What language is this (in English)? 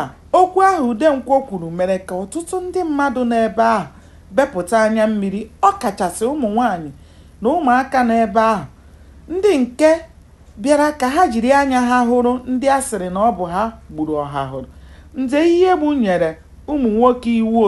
Igbo